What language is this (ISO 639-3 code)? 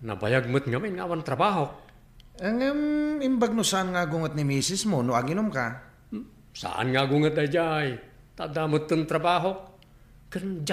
ilo